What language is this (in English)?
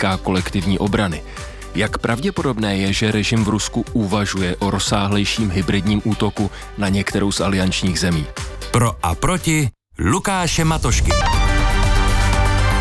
Czech